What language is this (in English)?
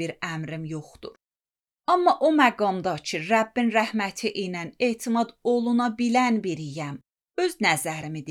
Azerbaijani